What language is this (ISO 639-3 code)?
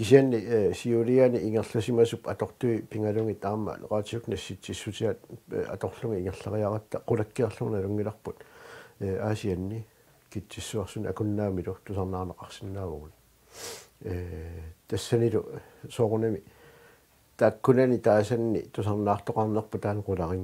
kal